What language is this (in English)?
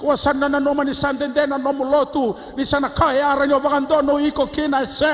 Fijian